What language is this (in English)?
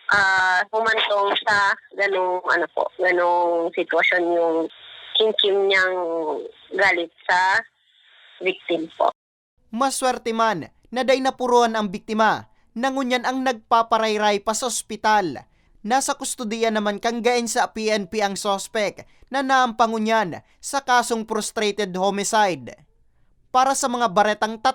Bikol